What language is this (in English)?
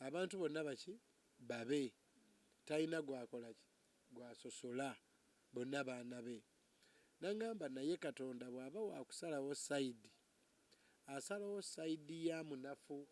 Ganda